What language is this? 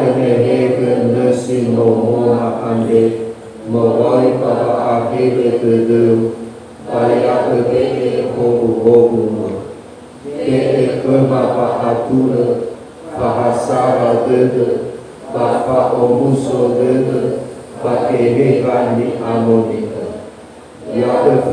Nias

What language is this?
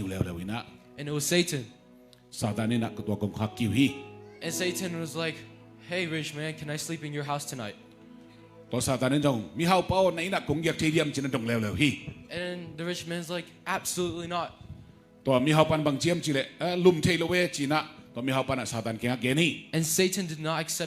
Tedim Chin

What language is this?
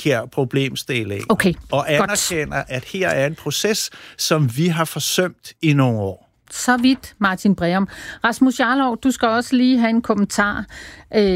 Danish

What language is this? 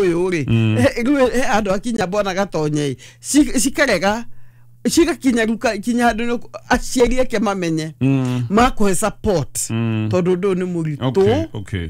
Kikuyu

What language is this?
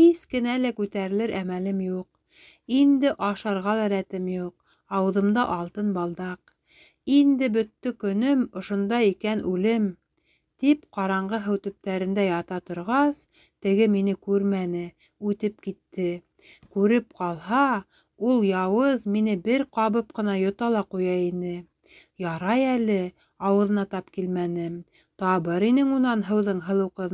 Bashkir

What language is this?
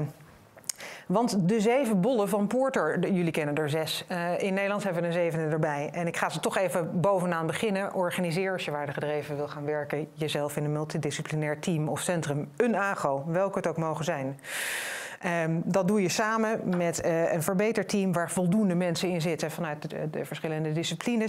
Dutch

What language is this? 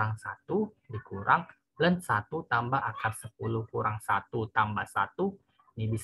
Indonesian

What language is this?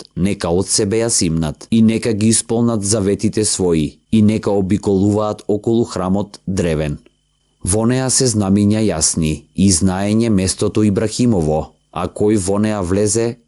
Macedonian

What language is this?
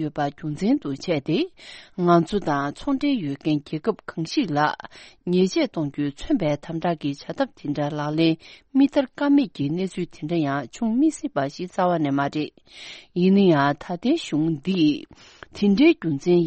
Tibetan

